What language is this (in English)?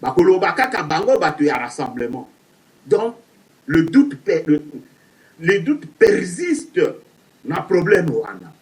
Lingala